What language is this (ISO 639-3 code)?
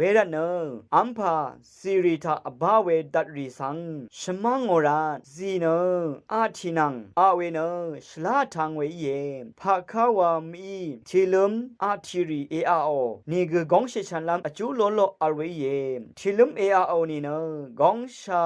raw